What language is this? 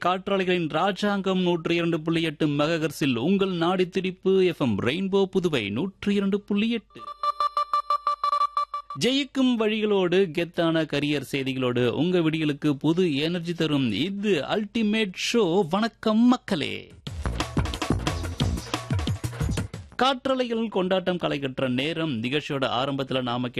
Tamil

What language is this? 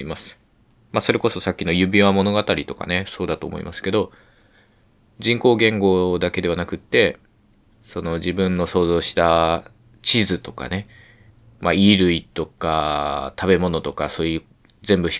Japanese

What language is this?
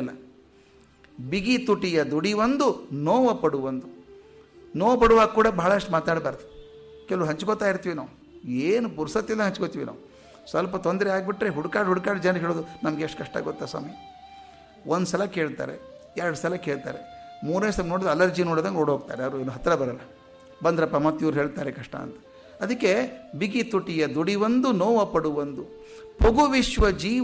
Kannada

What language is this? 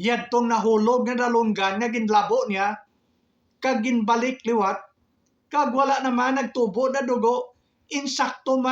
Hiligaynon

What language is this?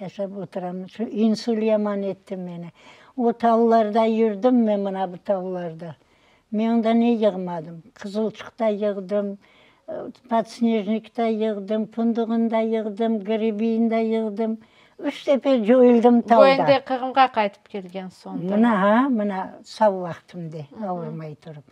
Crimean Tatar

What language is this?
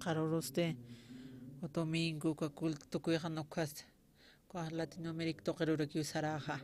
Aymara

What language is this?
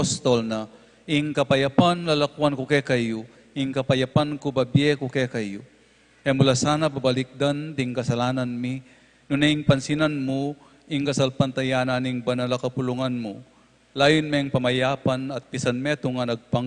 Pampanga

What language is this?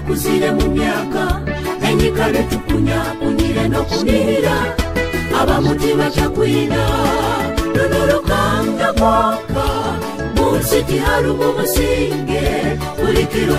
Nyoro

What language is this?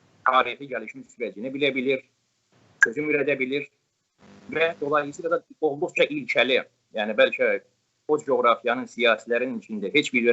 South Azerbaijani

